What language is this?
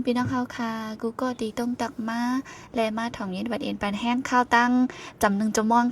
Shan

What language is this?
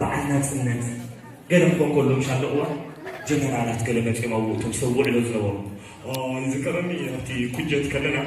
Tigrinya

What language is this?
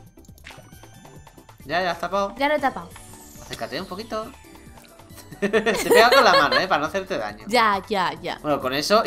Spanish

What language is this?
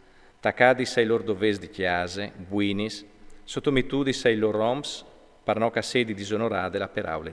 Friulian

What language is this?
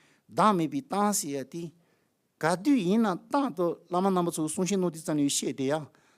Tibetan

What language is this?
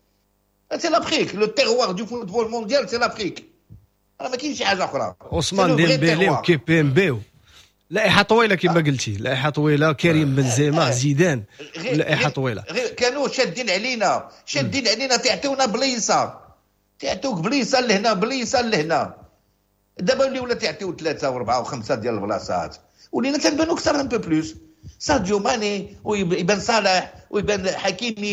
Moroccan Arabic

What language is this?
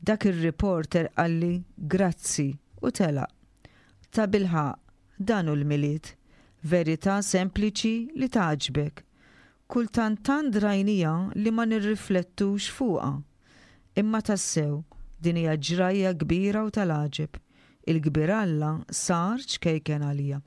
Maltese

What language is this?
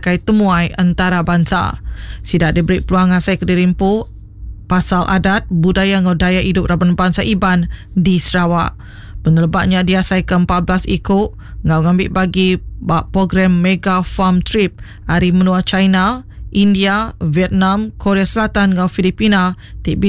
Iban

